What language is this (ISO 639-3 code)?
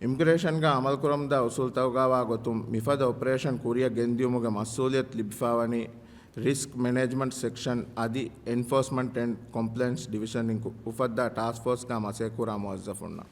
div